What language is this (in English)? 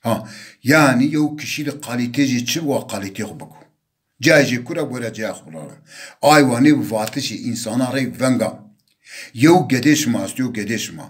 Zaza